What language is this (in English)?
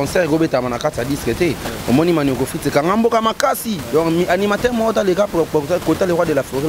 Lingala